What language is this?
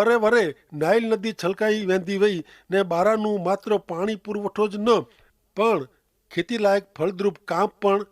Kachhi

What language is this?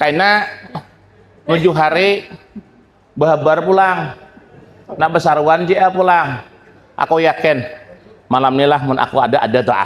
Banjar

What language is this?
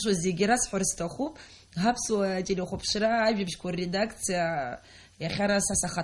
Abkhazian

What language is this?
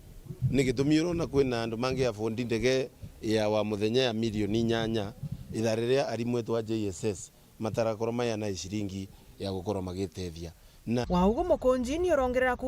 Meru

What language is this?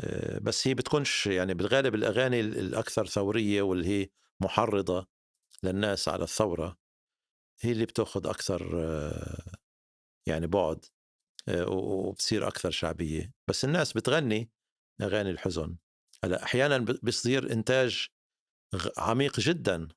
North Levantine Arabic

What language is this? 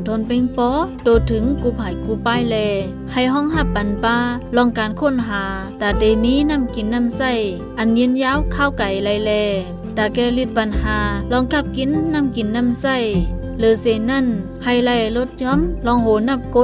Shan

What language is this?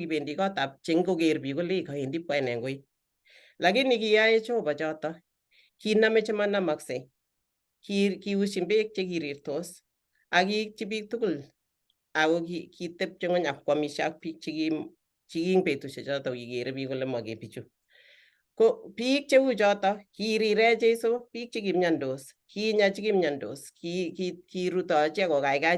Kalenjin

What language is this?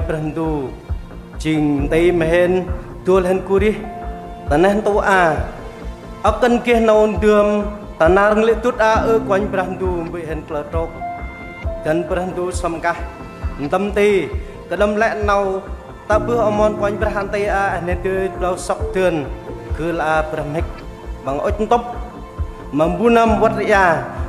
Central Mnong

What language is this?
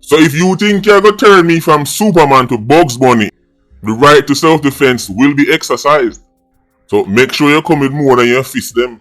Jamaican Creole English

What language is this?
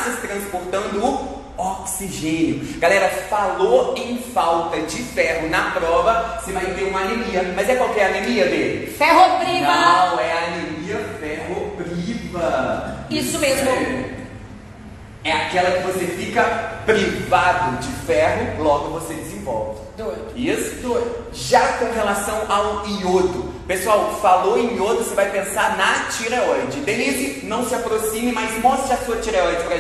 Portuguese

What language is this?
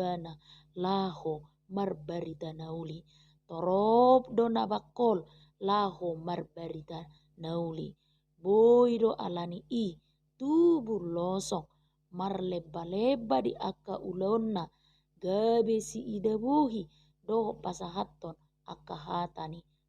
Batak Toba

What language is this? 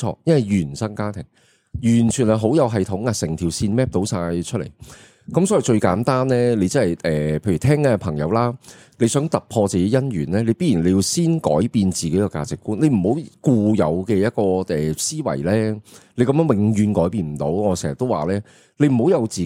Cantonese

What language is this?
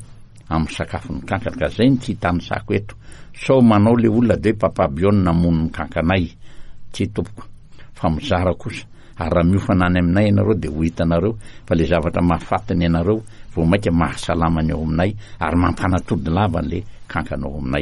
Malagasy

